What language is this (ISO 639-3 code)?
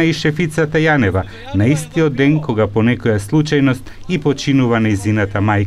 mkd